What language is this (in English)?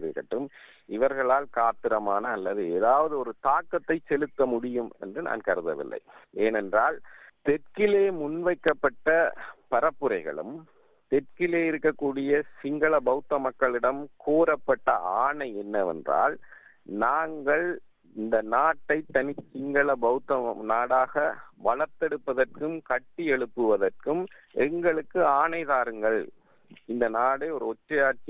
Tamil